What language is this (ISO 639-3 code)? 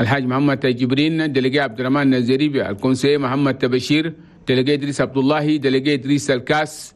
shu